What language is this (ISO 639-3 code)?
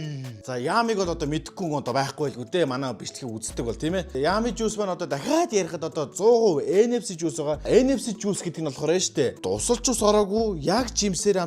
mon